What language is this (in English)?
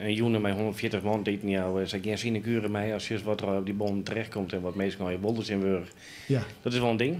Western Frisian